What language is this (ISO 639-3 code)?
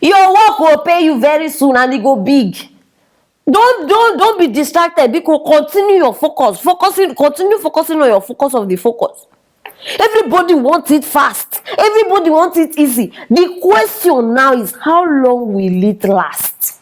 pcm